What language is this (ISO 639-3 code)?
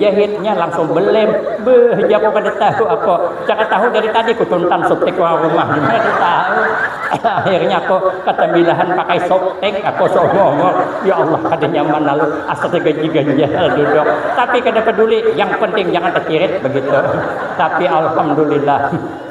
bjn